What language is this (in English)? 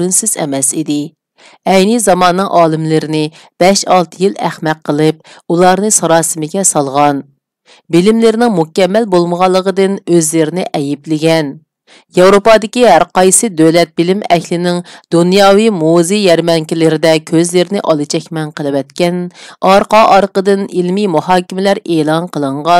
Uyghur